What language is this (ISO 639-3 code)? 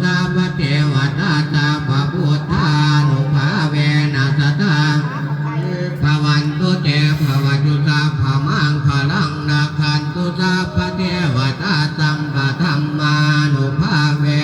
pli